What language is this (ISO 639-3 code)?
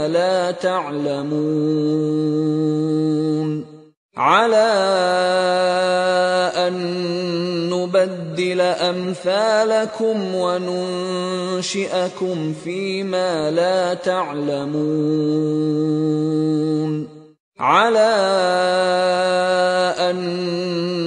ara